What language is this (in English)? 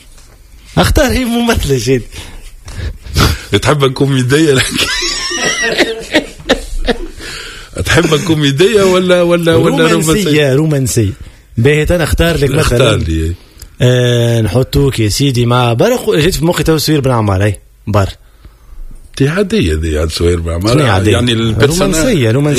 Tunisian Arabic